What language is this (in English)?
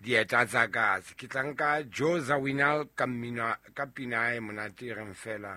Southern Sotho